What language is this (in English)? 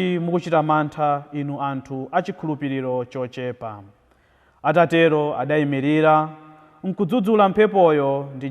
Nyanja